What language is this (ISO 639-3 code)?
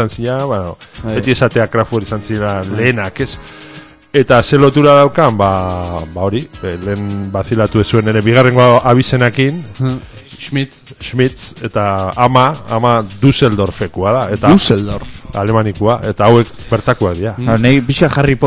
eus